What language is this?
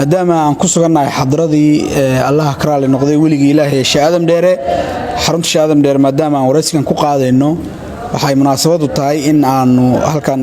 Somali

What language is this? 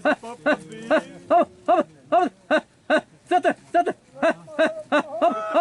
Xavánte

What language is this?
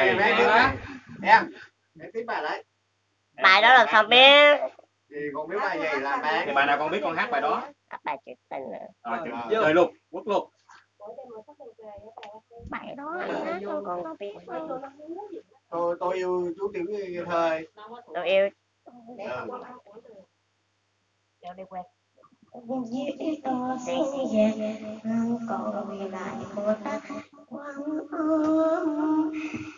Vietnamese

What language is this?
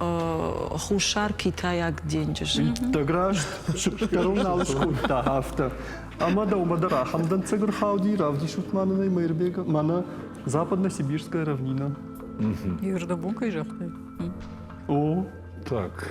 Ossetic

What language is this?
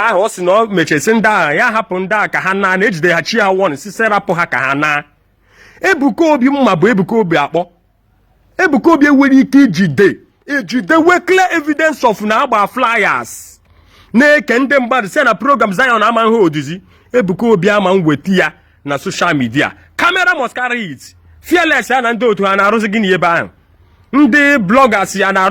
Igbo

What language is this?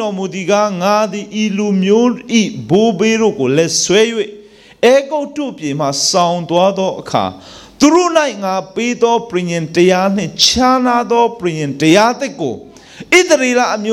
Burmese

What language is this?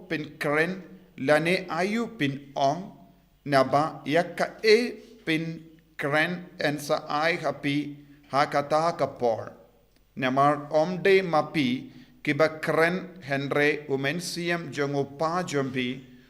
Khasi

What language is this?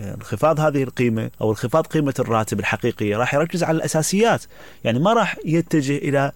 Mesopotamian Arabic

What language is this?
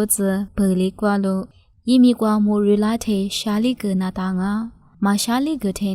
Lisu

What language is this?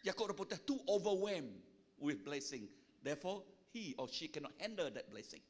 Iban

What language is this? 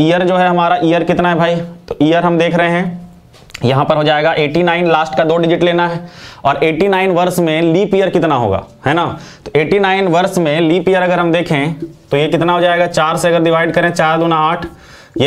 Hindi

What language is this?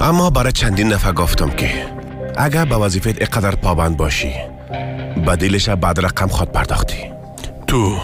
Persian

